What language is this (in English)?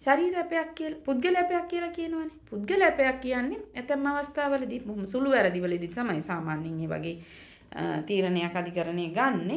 Sinhala